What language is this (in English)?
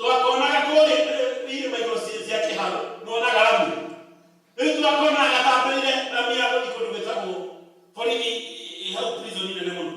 Kikuyu